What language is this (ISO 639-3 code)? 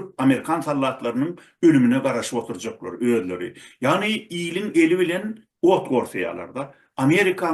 tuk